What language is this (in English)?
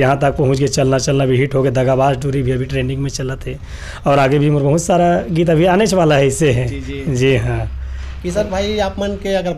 Chhattisgarhi